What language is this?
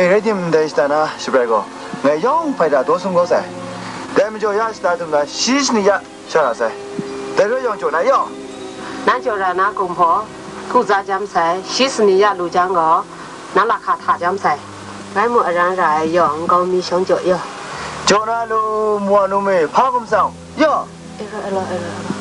Kachin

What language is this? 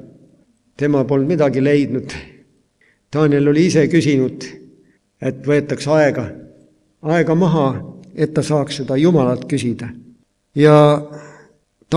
Estonian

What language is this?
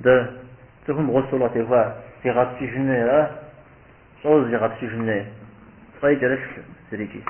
Kabardian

